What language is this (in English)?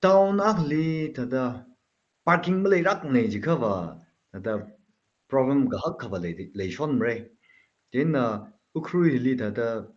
Tangkhul Naga (India)